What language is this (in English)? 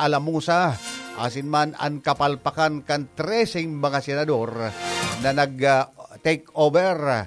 Bikol